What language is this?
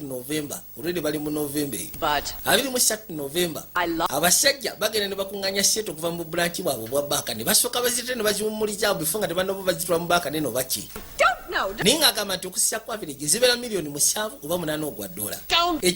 Ganda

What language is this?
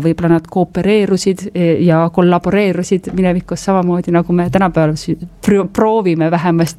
Estonian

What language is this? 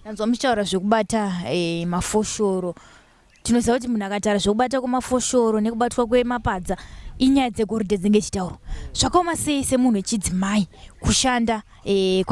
Shona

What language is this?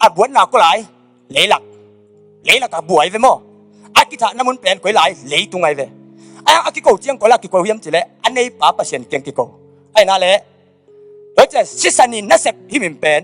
Tedim Chin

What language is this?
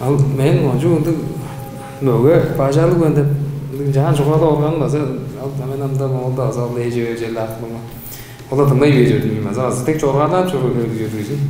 Tuvinian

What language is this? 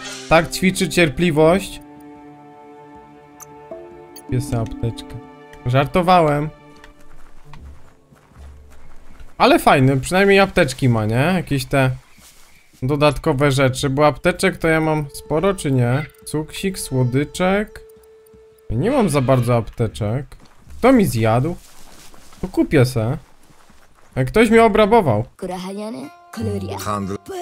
Polish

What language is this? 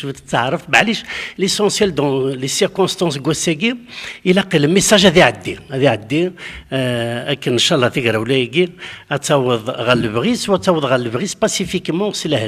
Kabyle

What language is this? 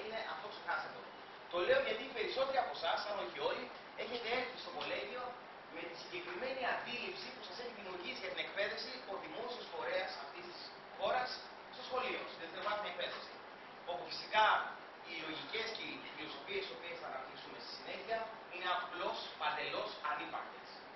Greek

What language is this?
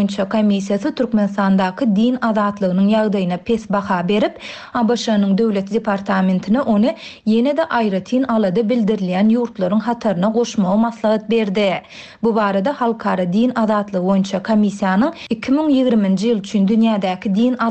Turkmen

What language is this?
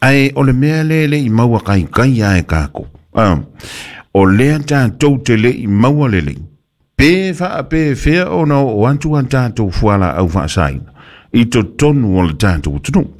Samoan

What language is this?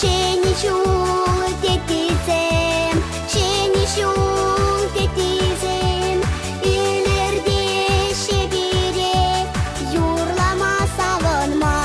Chuvash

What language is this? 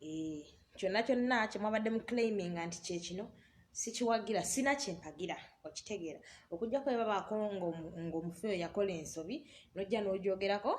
Ganda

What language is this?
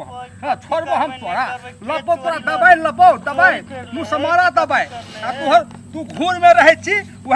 Maithili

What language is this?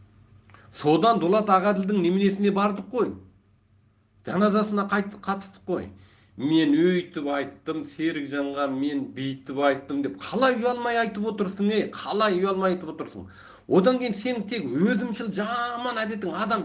Kazakh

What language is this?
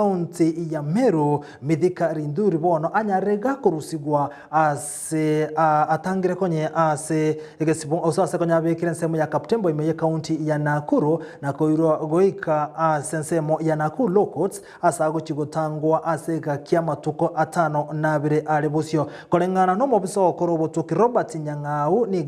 Gusii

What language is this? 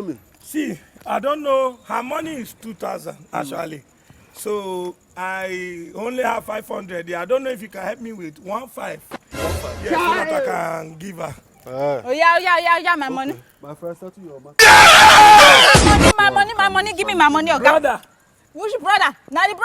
Nigerian Pidgin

